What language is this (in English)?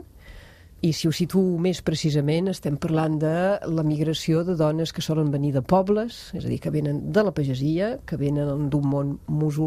Catalan